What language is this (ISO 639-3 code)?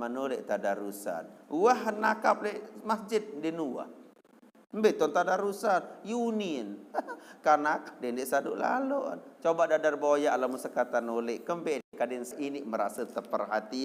sas